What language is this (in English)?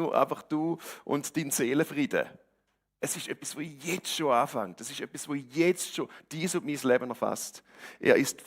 Swiss German